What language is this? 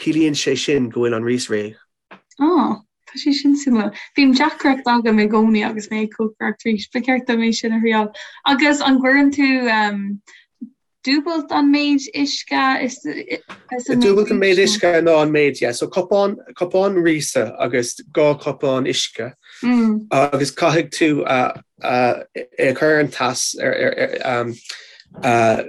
Irish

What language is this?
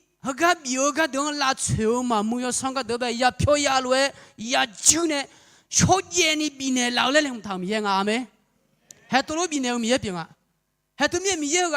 Akha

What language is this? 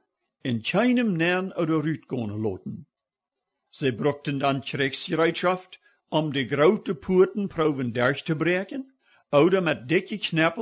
Plautdietsch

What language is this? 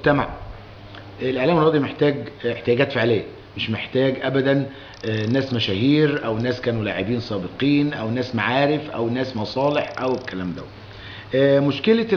Egyptian Arabic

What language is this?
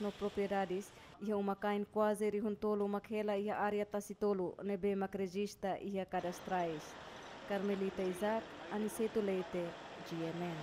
Tetum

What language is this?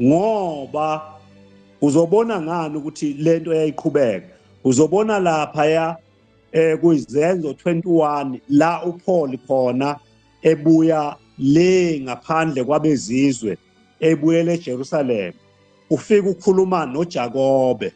Zulu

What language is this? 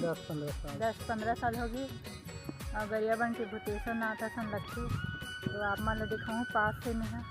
Chhattisgarhi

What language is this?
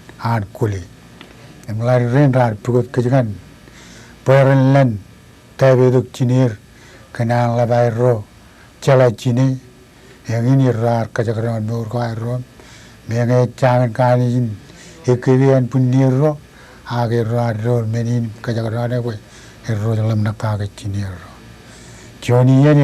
Marshallese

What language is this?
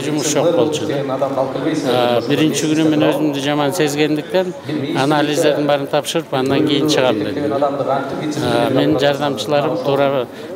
Kyrgyz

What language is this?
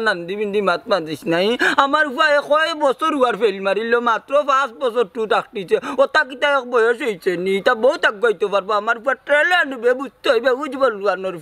Sylheti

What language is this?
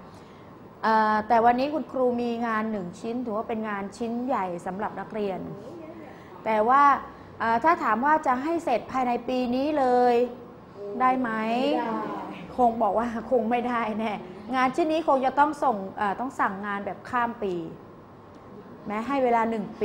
Thai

